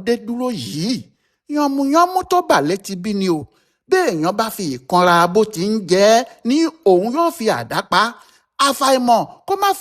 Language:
Yoruba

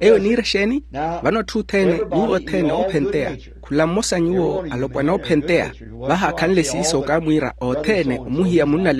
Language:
Makhuwa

